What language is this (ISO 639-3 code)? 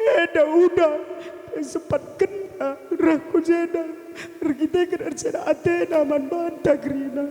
btx